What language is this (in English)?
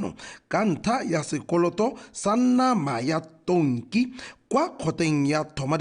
Tswana